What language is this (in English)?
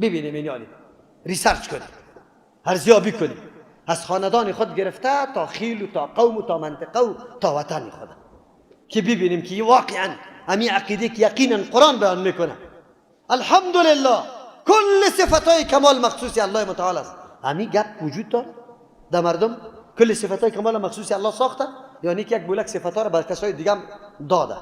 Persian